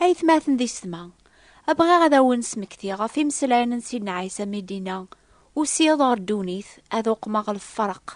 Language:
Kabyle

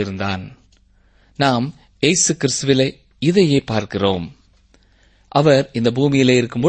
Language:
Tamil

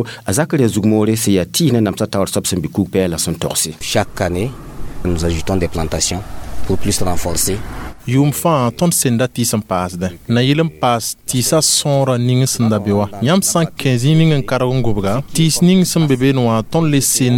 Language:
Mossi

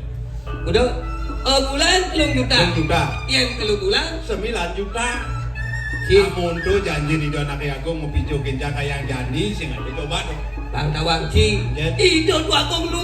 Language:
Balinese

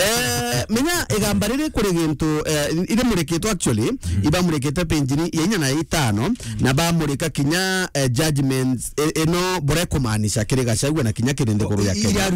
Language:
Meru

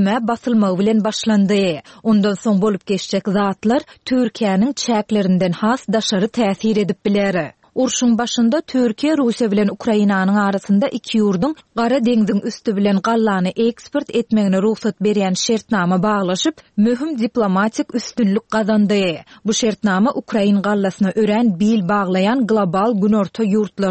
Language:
Turkmen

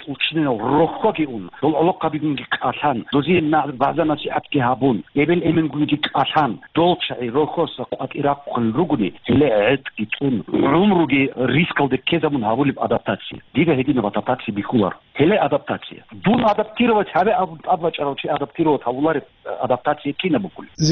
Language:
Avaric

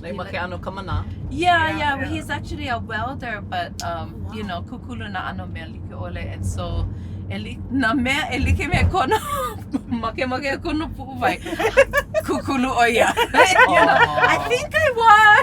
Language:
Hawaiian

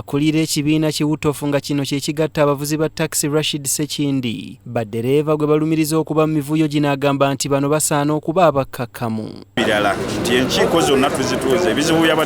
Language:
Ganda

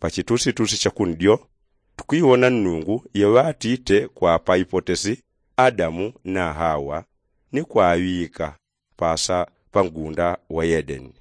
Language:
Yao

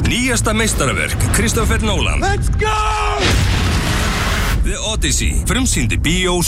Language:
Icelandic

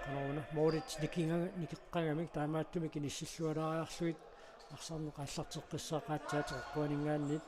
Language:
Kalaallisut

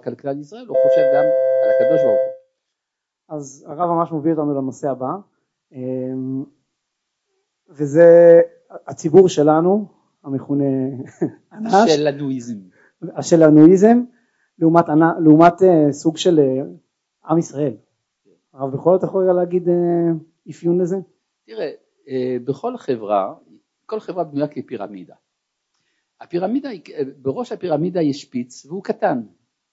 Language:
Hebrew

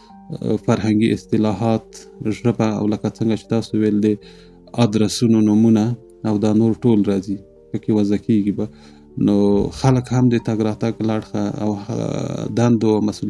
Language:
Pashto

